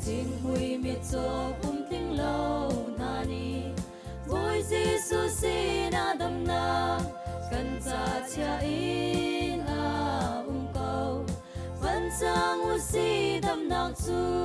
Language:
Hakha Chin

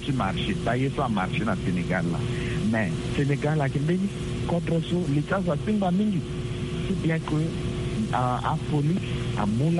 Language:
Sango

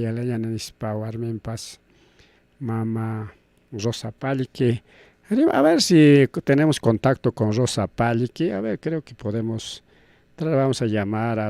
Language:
Ayacucho Quechua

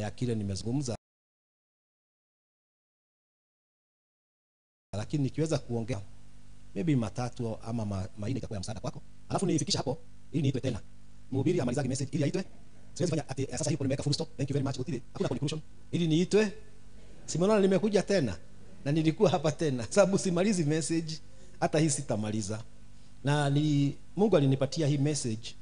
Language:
Swahili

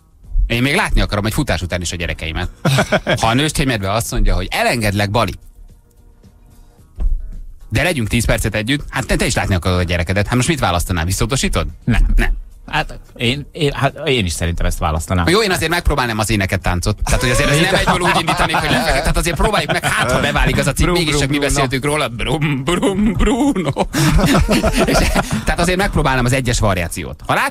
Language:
Hungarian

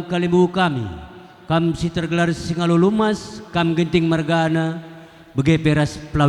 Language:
Batak Karo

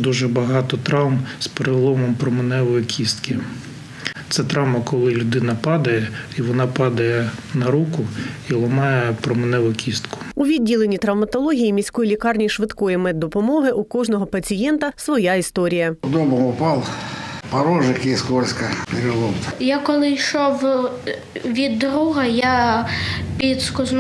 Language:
Ukrainian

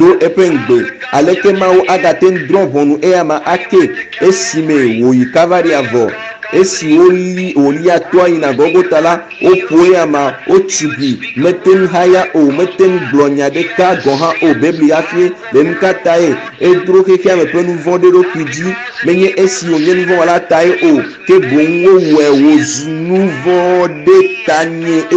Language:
Ewe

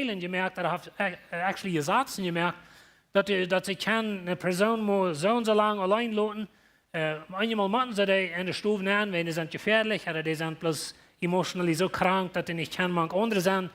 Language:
Plautdietsch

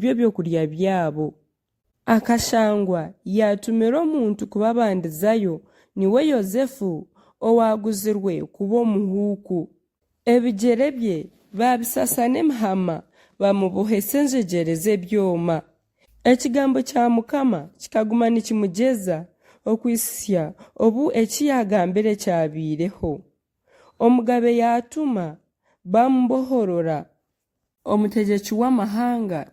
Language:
Nyankole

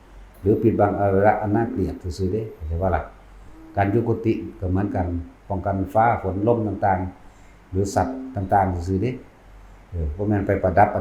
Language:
Northeastern Thai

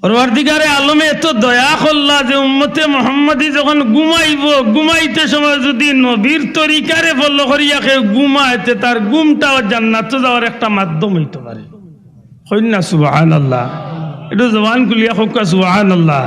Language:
Sylheti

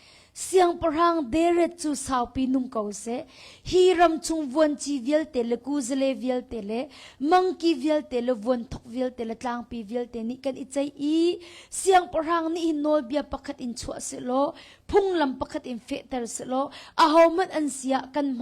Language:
Hakha Chin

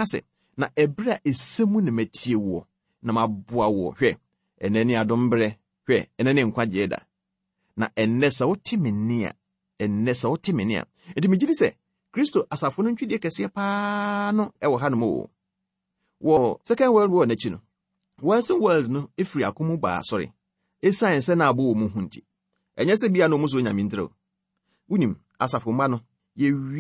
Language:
Akan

